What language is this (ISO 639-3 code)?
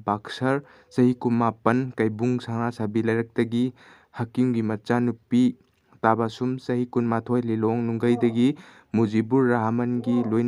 mni